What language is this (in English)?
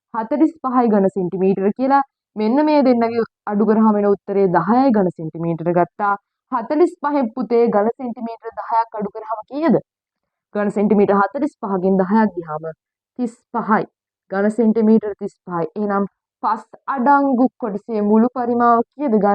Sinhala